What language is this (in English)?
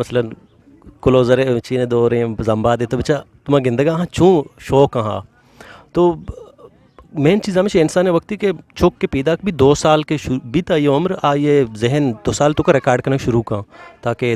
Eastern Balochi